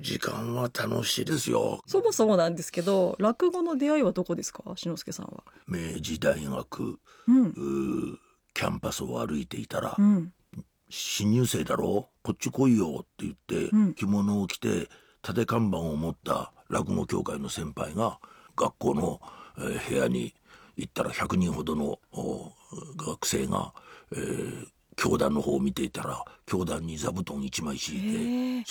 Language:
Japanese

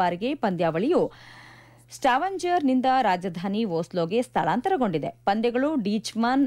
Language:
Kannada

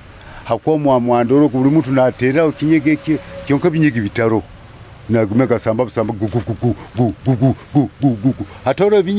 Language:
Nyoro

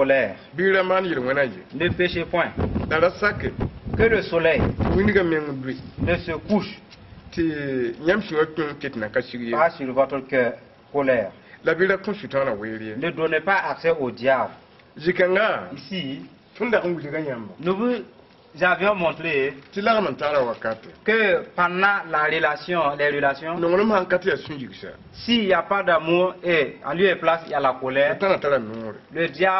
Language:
Mossi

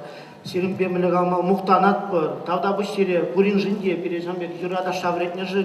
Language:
Chuvash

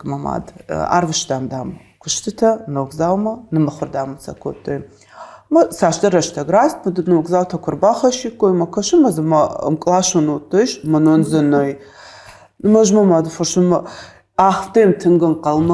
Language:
Ossetic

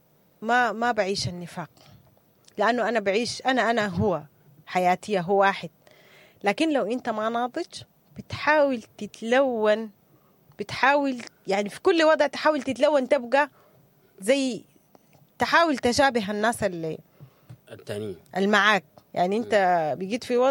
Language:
Sudanese Arabic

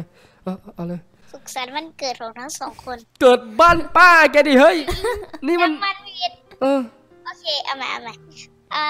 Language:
Thai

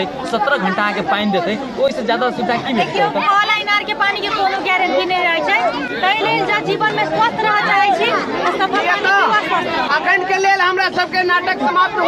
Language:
Maithili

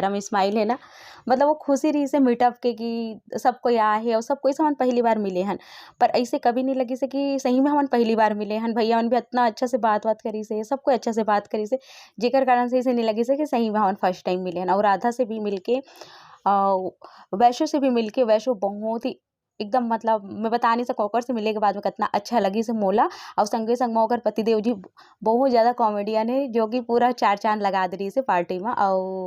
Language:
Chhattisgarhi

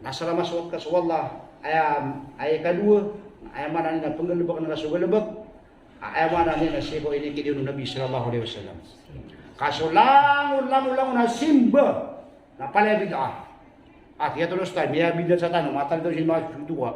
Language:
Maranao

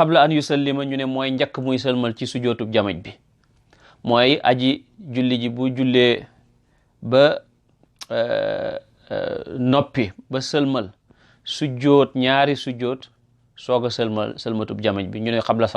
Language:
Wolof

